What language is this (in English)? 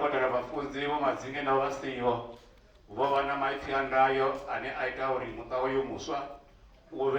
Venda